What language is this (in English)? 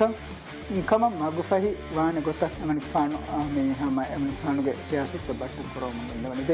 Divehi